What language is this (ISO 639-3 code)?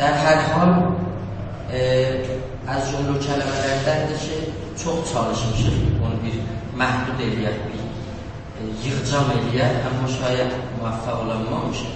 azb